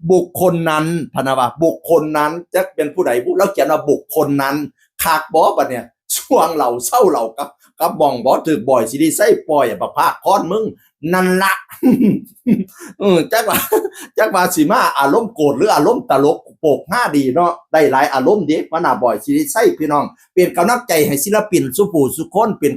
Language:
Northeastern Thai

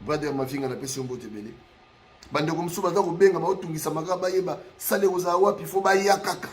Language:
Lingala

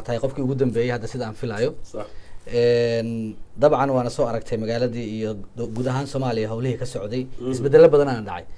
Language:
Somali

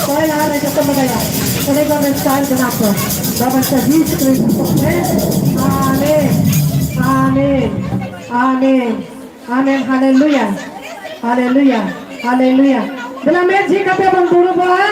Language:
Santali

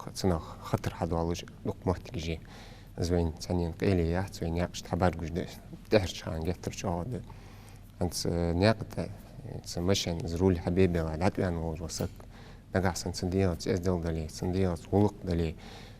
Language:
Ingush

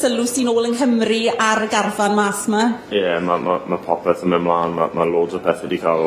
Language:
Welsh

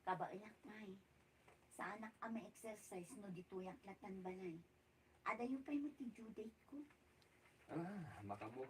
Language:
Iloko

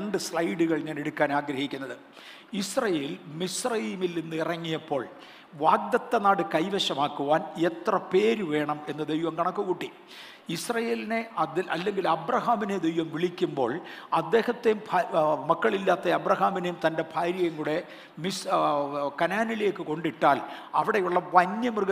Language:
Malayalam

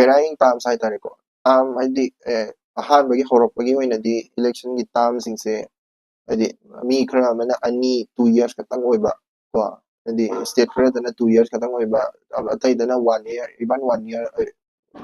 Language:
Manipuri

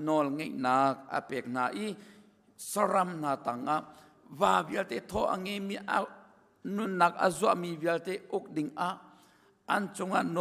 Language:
Hakha Chin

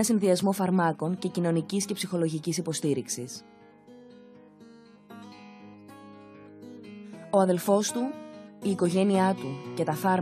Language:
Greek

